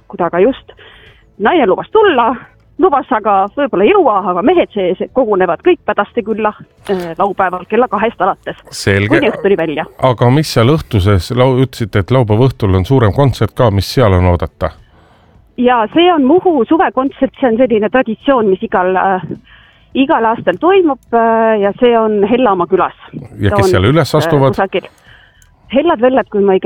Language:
Estonian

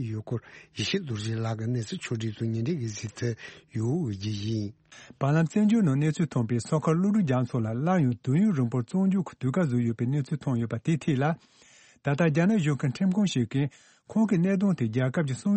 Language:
Tibetan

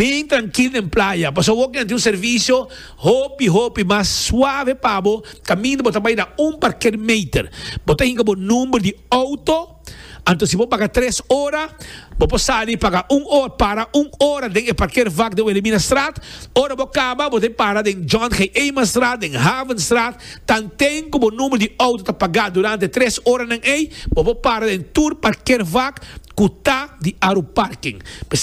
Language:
Papiamento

